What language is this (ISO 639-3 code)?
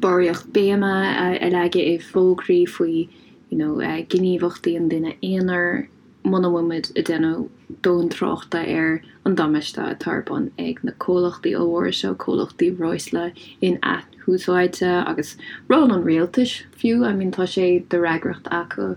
gle